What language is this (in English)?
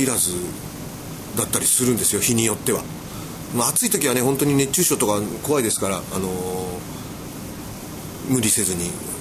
Japanese